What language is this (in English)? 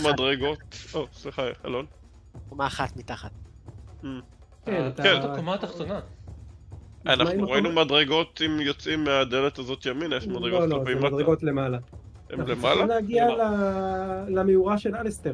Hebrew